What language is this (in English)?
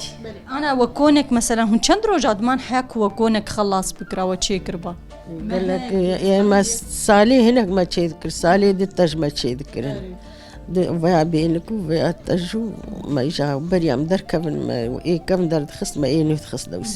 Kurdish